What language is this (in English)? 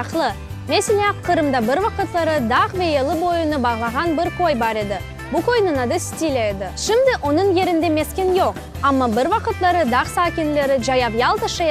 Crimean Tatar